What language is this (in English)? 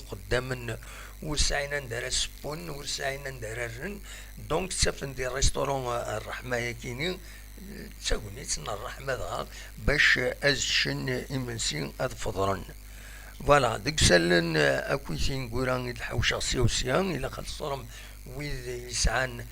Kabyle